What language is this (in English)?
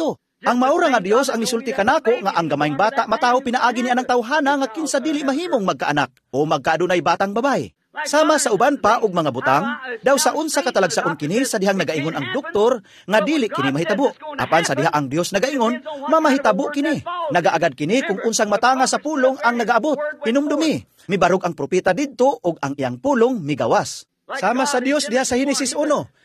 Cebuano